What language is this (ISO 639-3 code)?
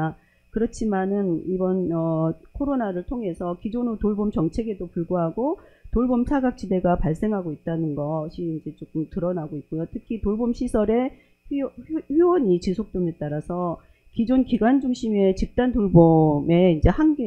kor